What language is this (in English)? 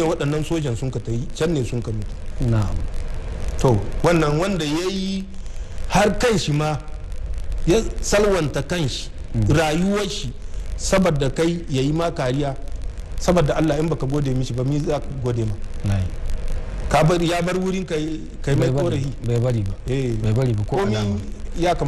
Hausa